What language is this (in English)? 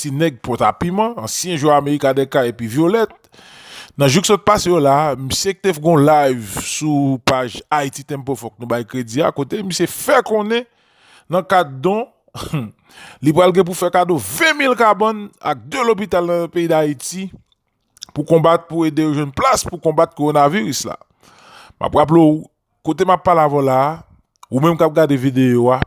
Haitian Creole